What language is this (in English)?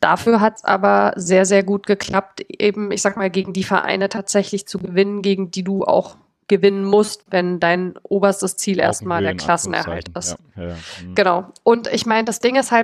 German